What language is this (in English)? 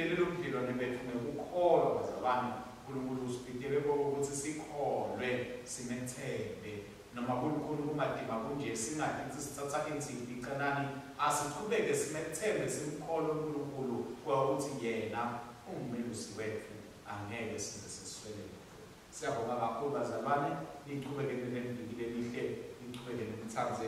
Swati